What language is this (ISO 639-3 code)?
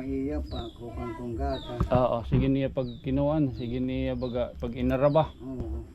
war